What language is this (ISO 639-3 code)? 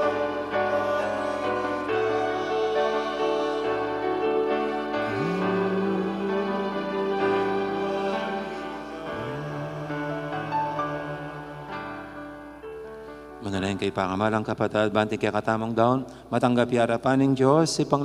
pam